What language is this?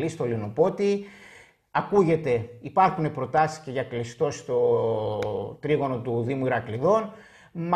Greek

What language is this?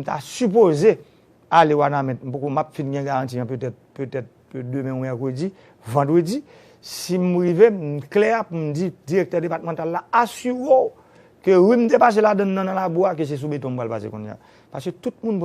Haitian Creole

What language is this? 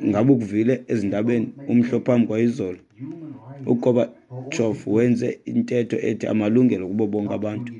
Xhosa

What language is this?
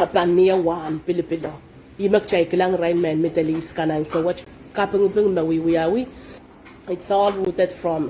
Pohnpeian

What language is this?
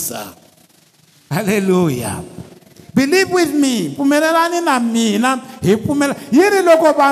Tsonga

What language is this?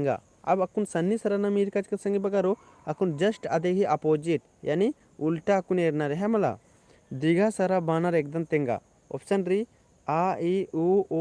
Kurukh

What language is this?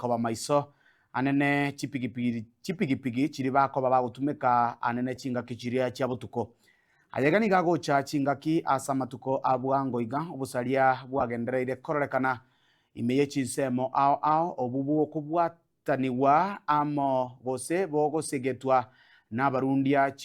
Gusii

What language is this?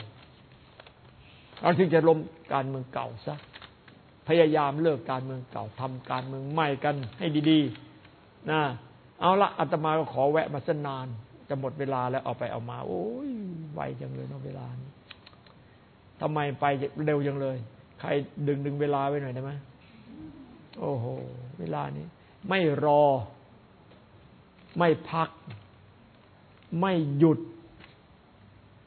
Thai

